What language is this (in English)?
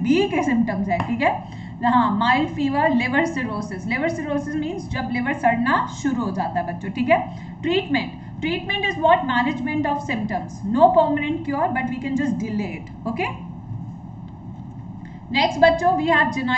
Hindi